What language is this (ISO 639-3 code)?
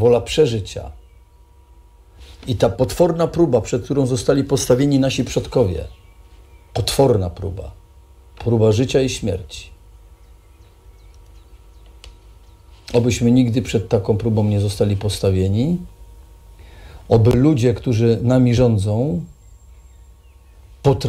pol